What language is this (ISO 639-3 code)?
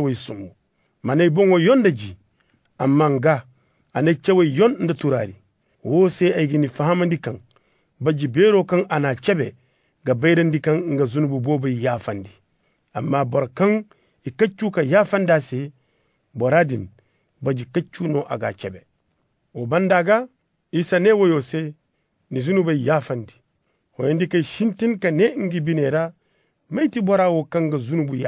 dje